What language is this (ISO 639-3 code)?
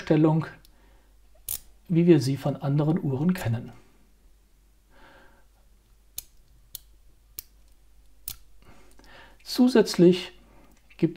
deu